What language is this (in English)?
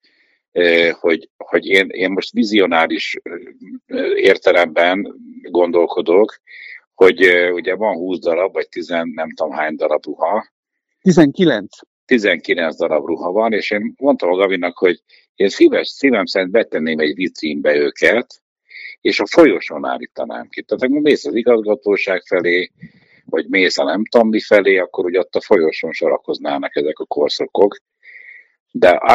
Hungarian